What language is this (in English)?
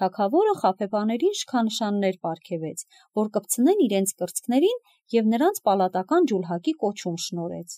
Armenian